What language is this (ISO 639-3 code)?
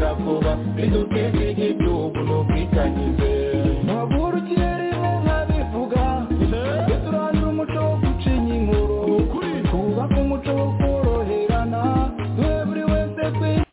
kin